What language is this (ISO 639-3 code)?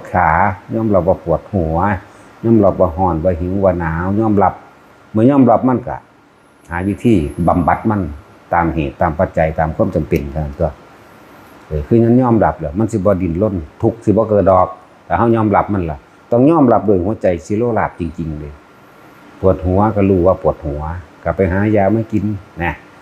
tts